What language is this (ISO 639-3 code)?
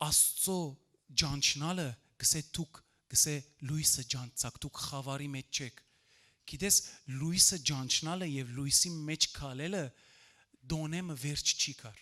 hyw